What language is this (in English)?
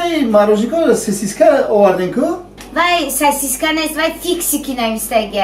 Tajik